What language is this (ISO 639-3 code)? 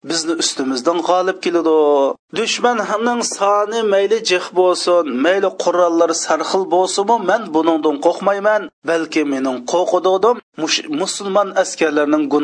uig